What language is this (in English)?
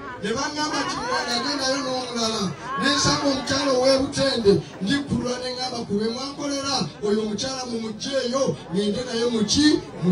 Ganda